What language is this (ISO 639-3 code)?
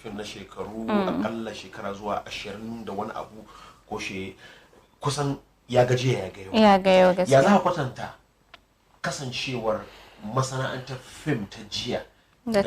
hau